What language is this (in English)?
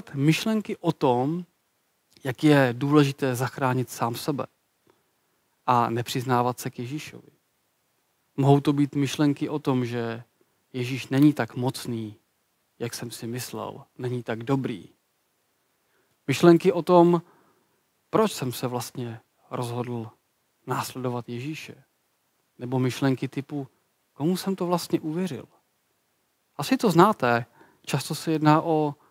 Czech